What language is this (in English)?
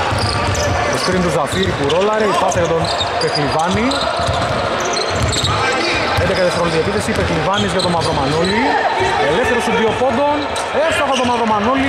Greek